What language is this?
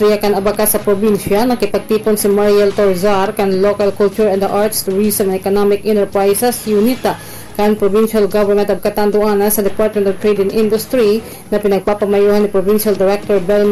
Bikol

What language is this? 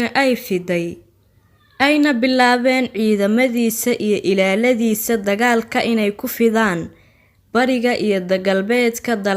Somali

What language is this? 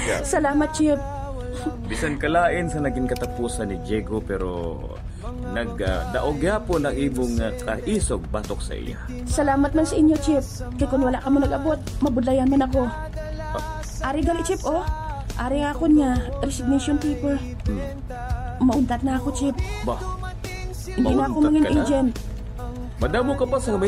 Hiligaynon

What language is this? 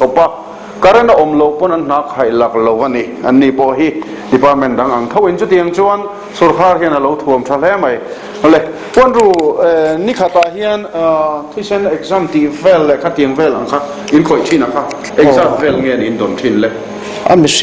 Mizo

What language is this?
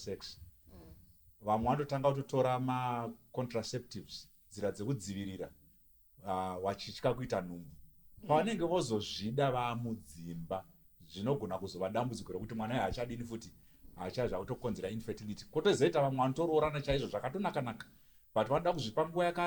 Shona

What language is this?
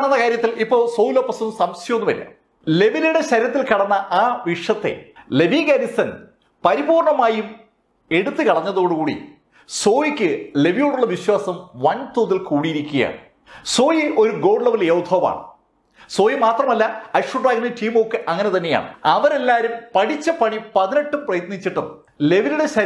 Malayalam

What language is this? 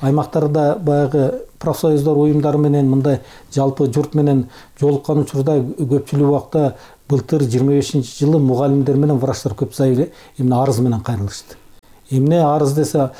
Kyrgyz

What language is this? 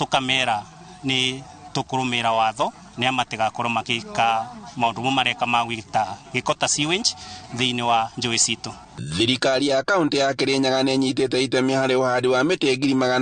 Kikuyu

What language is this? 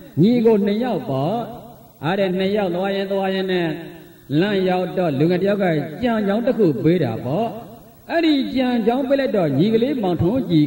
Burmese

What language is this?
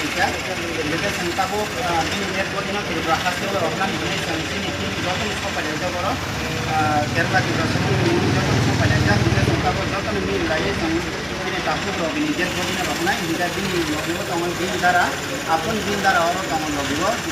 Kok Borok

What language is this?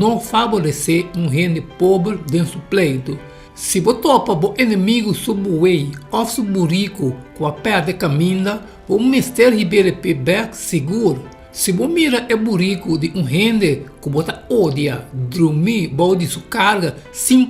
Papiamento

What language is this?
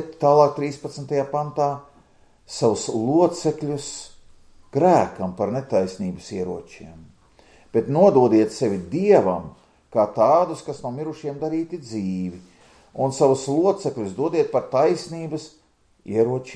Latvian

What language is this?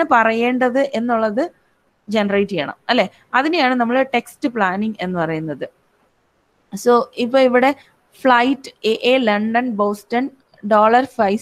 Malayalam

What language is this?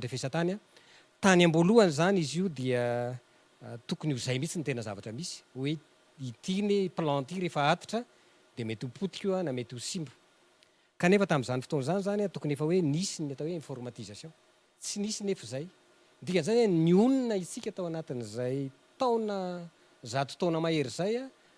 Malagasy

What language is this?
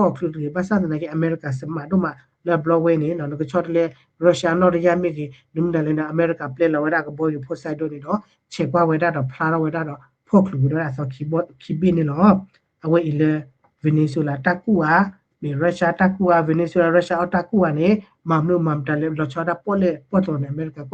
S'gaw Karen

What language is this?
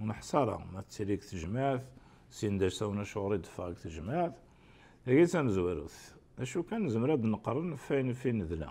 Kabyle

